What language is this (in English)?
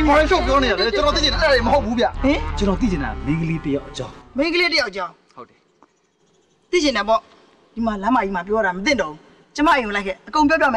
Burmese